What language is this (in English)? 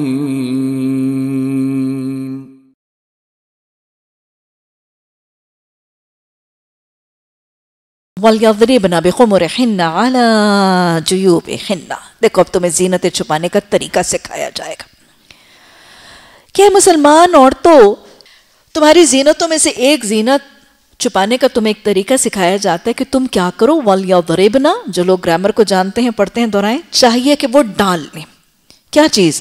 Urdu